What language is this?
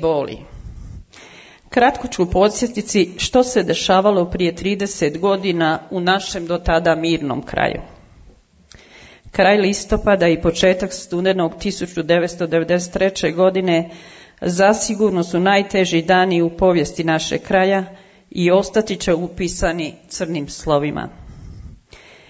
Croatian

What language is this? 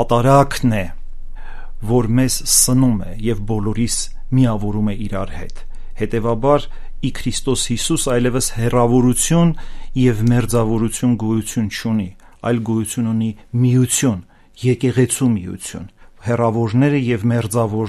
Armenian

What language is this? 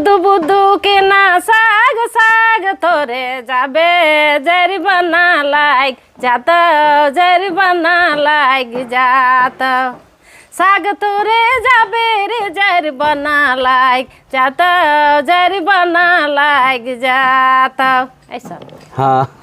Sadri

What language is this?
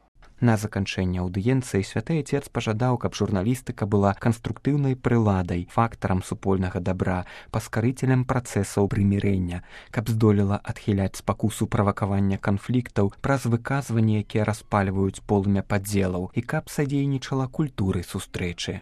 Belarusian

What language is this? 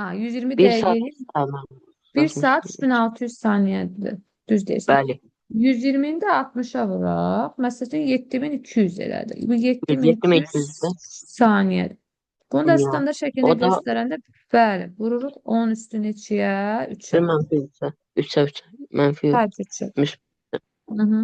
Azerbaijani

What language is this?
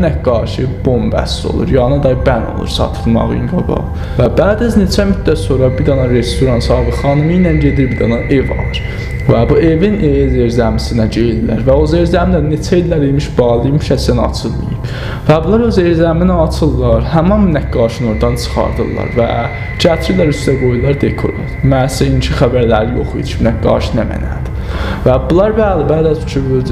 South Azerbaijani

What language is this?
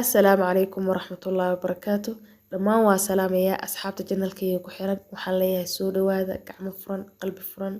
Somali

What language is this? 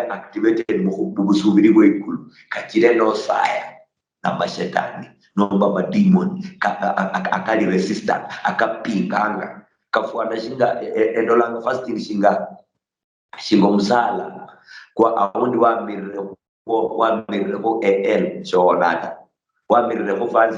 Luyia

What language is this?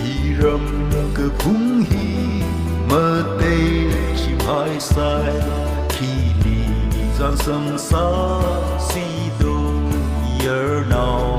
Tangkhul Naga (India)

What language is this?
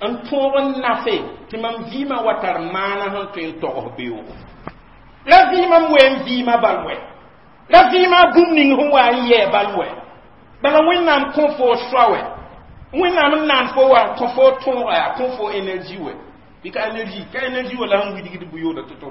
Mossi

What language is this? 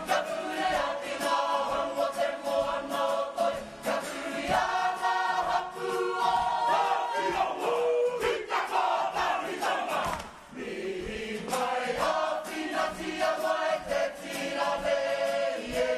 Māori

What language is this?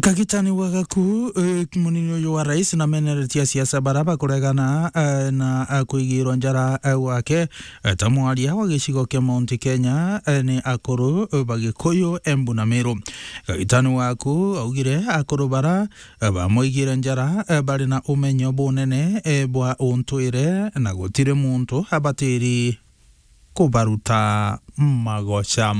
Meru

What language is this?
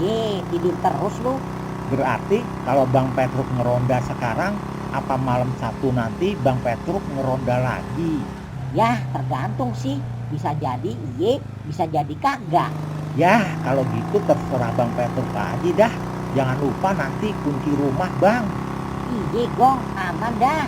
Betawi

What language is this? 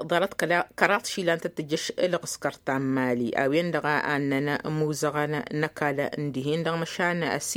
Tamasheq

